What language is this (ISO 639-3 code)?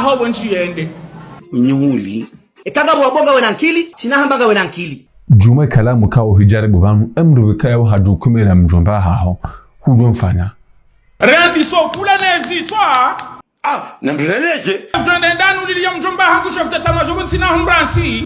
zdj